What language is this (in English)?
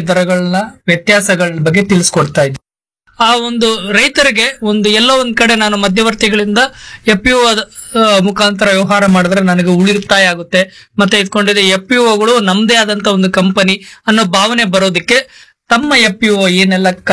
Kannada